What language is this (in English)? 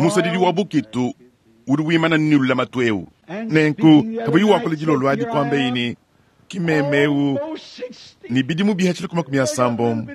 Luba-Lulua